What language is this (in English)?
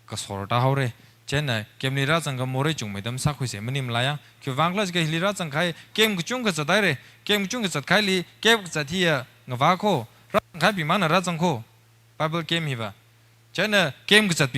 Tangkhul Naga (India)